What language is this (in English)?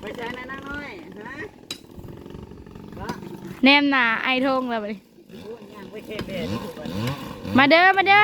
Northeastern Thai